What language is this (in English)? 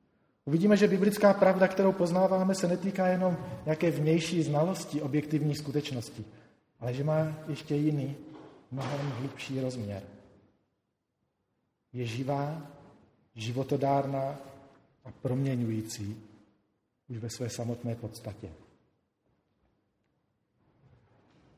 Czech